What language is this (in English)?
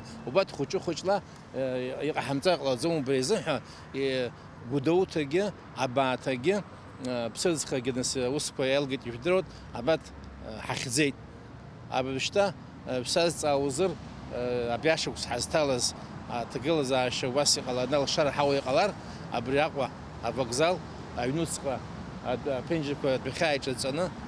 Abkhazian